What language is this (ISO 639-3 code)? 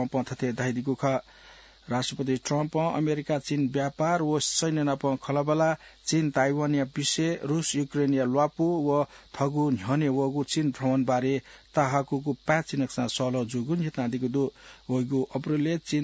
new